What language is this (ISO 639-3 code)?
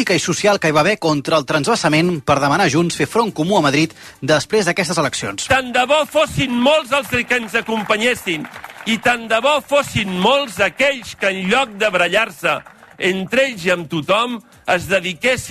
cat